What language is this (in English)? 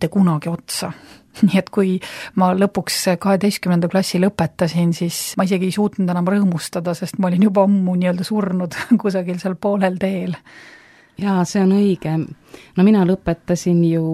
Estonian